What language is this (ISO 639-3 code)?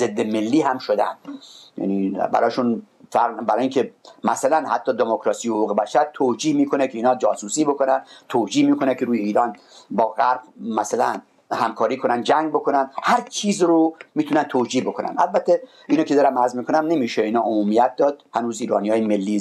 fas